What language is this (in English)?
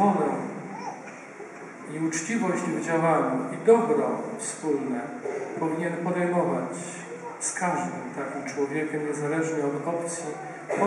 Polish